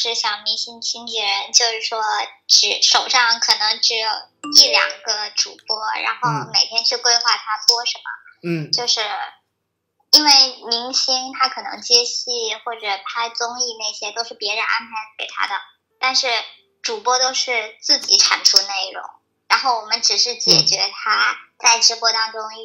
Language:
Chinese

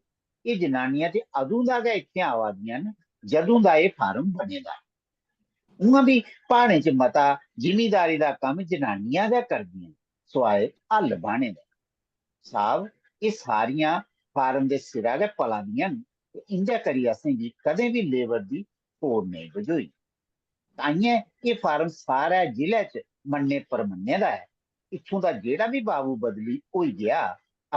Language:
Dogri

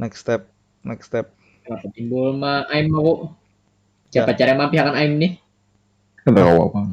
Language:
Banjar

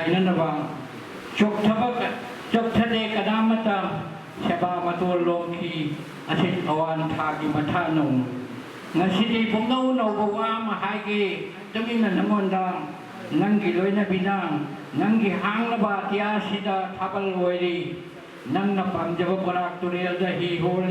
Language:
Manipuri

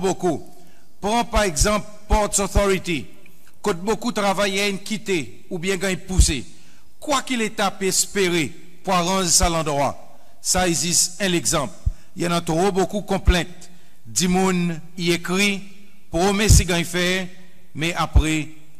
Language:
Seselwa Creole French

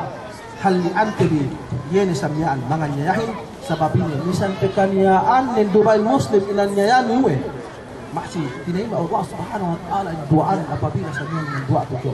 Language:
Yakan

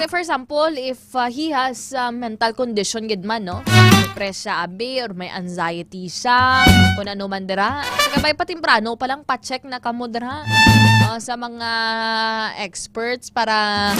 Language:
Hiligaynon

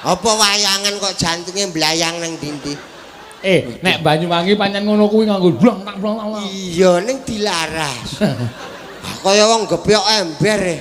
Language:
Javanese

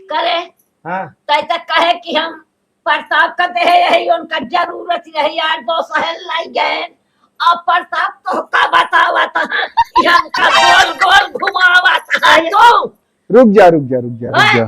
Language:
Awadhi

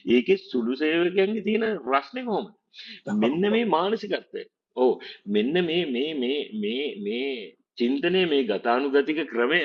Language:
Sinhala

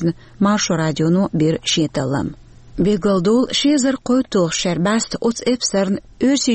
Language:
Chechen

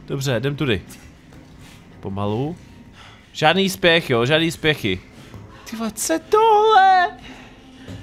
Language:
Czech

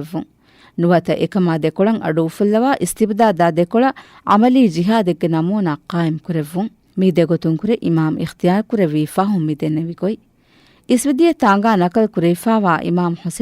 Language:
Divehi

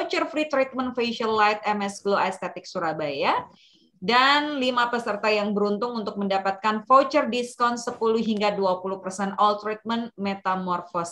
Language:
Indonesian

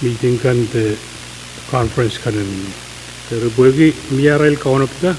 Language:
Pohnpeian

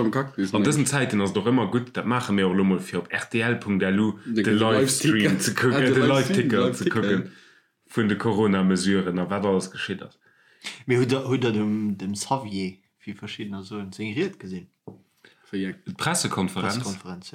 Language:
Luxembourgish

